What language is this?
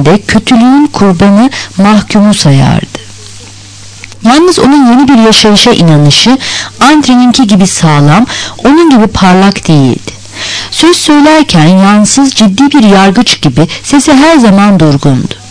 Turkish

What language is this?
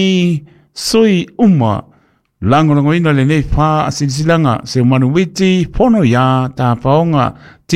Samoan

